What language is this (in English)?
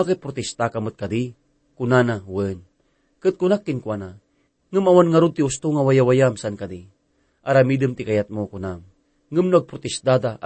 Iloko